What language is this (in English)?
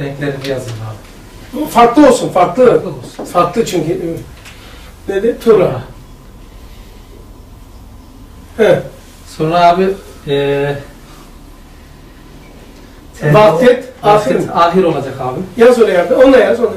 Turkish